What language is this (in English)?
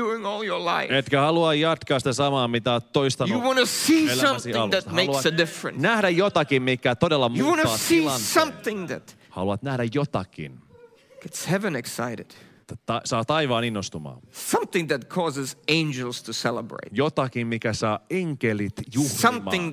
Finnish